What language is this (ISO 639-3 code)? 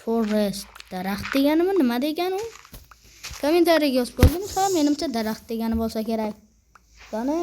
uzb